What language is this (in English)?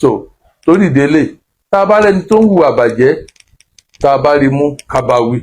Yoruba